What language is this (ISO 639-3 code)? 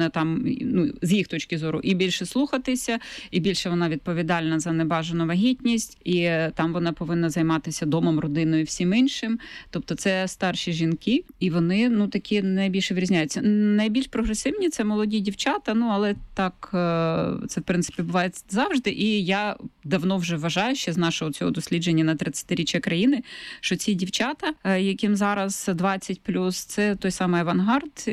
ukr